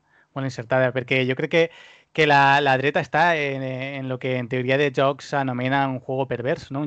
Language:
Catalan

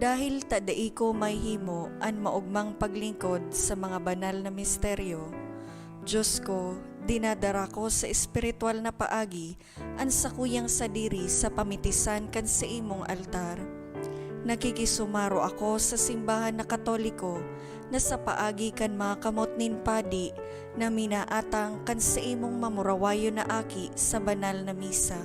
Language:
Bikol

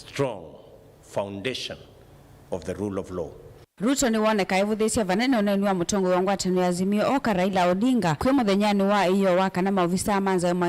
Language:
Kamba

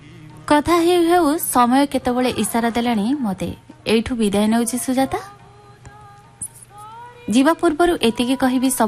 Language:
Odia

